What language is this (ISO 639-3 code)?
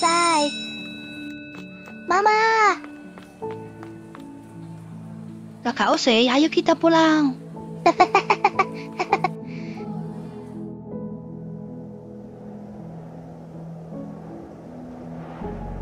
ind